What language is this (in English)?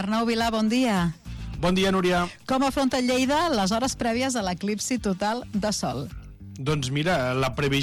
Catalan